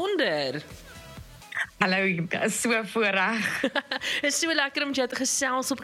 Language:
Afrikaans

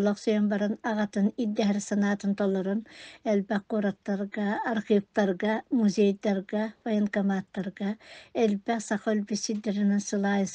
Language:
Yakut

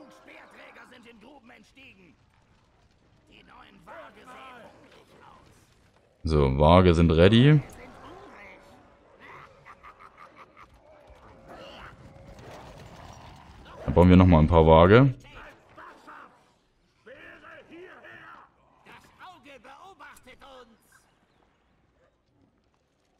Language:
German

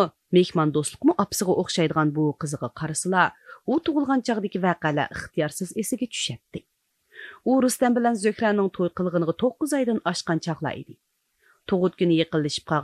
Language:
Uyghur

